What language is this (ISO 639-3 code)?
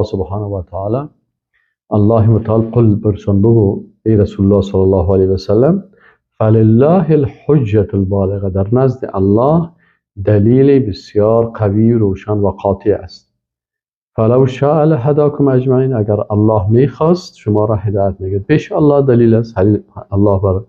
fas